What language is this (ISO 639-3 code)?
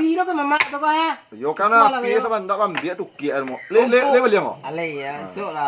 min